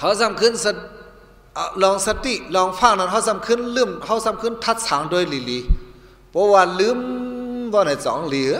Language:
Shan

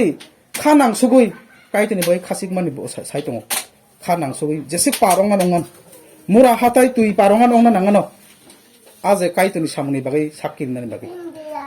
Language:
Kok Borok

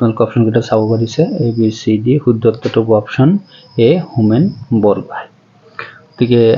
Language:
Assamese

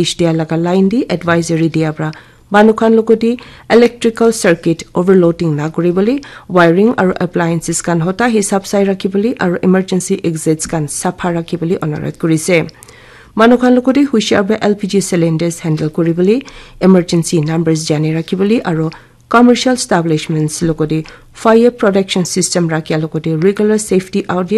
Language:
Naga Pidgin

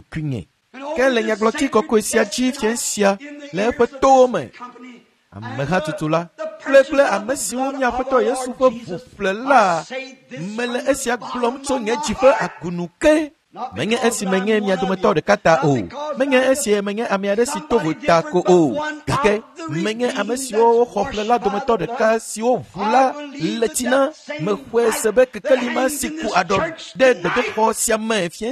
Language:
Ewe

